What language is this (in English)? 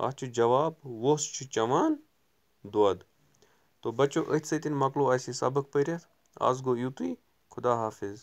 Kashmiri